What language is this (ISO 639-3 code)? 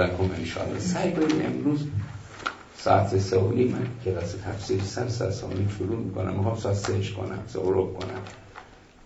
fas